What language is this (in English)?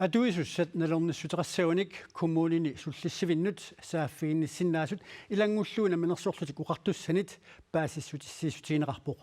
Kalaallisut